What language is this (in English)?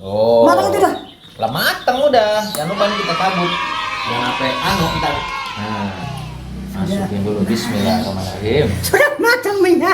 Betawi